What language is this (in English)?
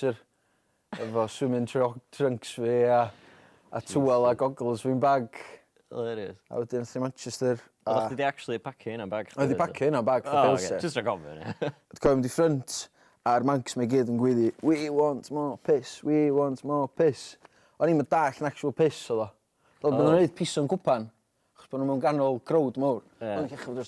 Welsh